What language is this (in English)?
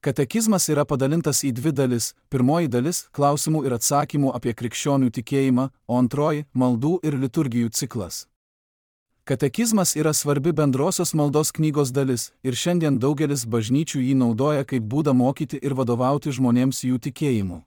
Lithuanian